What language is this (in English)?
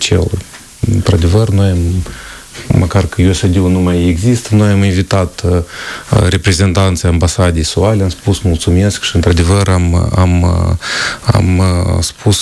Romanian